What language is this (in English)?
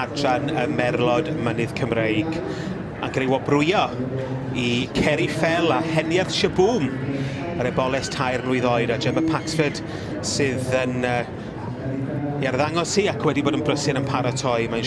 Welsh